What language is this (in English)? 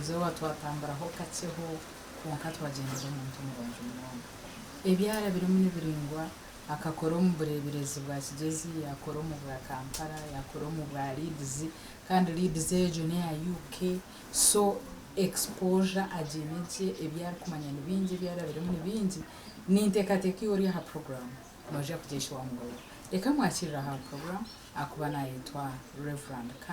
Nyankole